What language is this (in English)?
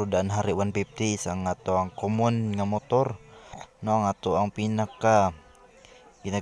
Cebuano